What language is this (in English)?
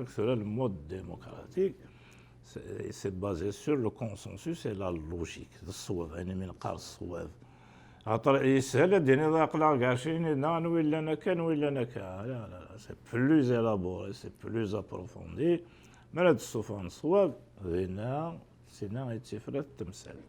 Kabyle